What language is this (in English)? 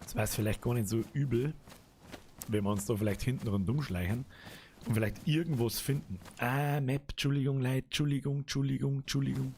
Bavarian